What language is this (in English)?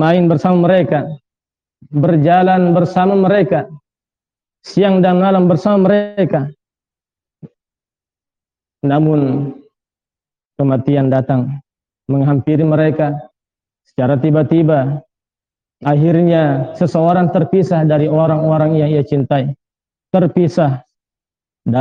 Indonesian